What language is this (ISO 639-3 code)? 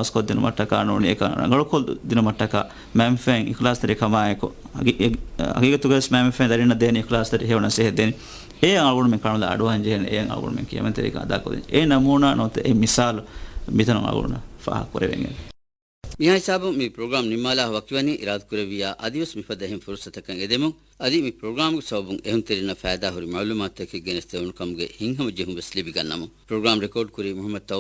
div